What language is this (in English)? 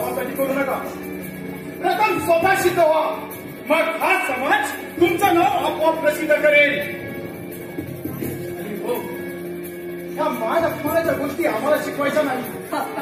Marathi